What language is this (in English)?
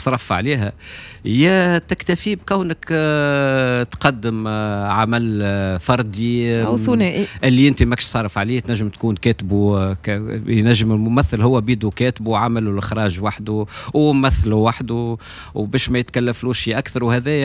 Tunisian Arabic